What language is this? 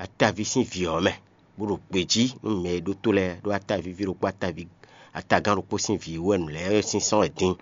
Fon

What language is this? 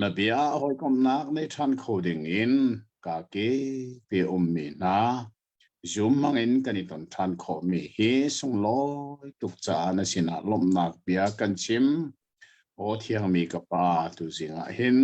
Hakha Chin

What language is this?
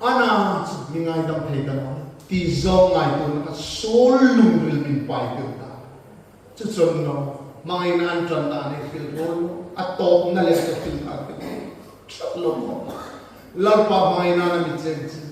Hmar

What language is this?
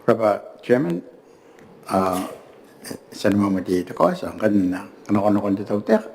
Gilbertese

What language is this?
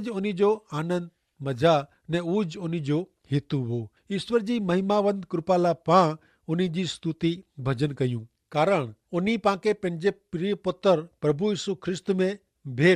Kachhi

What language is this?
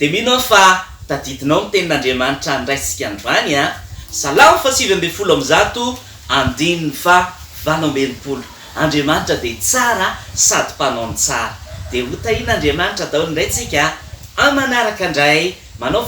Malagasy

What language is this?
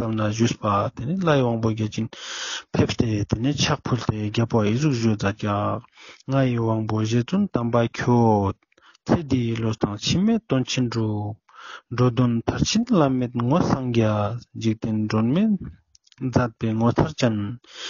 Ladakhi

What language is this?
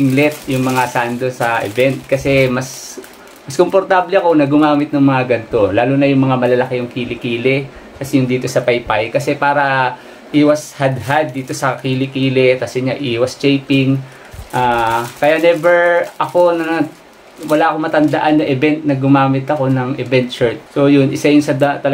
Filipino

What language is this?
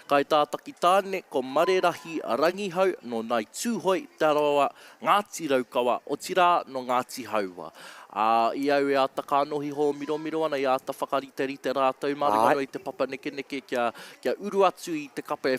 Māori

